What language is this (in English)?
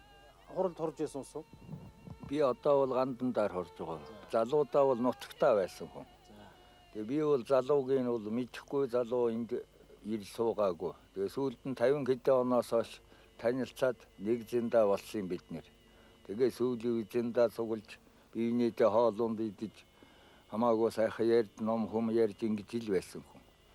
Mongolian